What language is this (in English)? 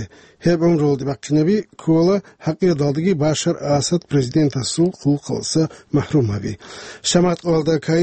Avaric